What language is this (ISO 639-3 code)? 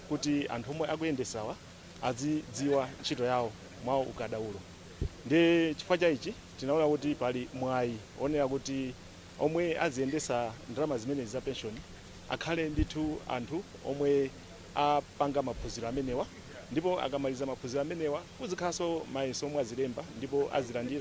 nya